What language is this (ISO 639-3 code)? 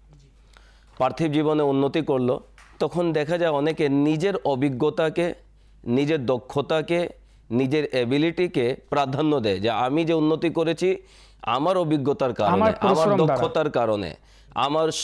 ben